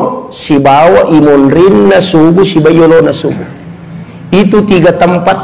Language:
Buginese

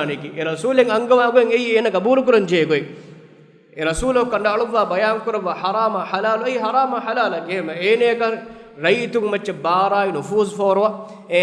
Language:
Divehi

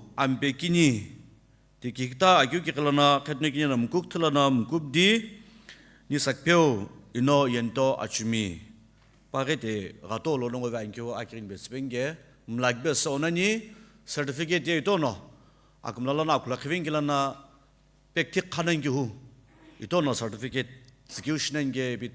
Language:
Sumi Naga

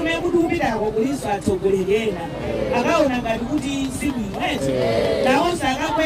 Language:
Nyanja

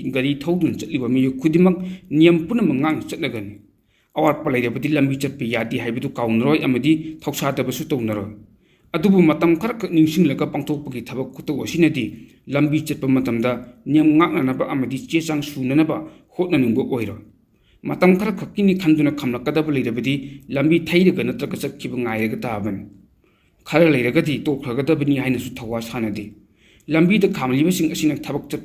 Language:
Manipuri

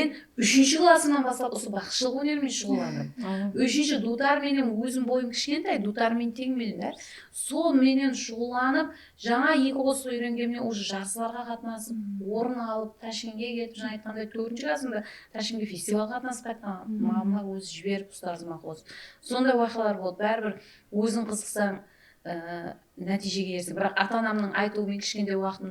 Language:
Kara-Kalpak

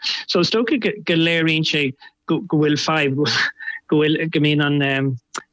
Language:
Irish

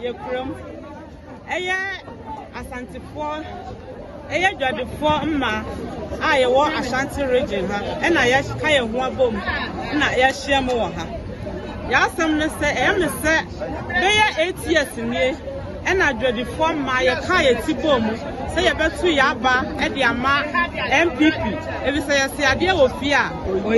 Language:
Akan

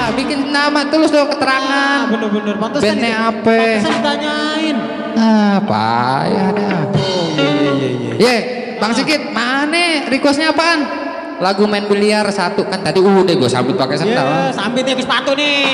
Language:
Betawi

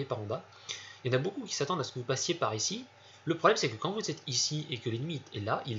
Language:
French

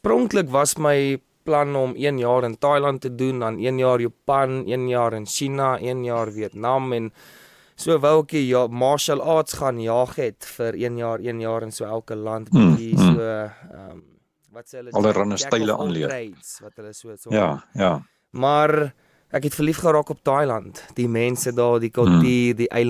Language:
Afrikaans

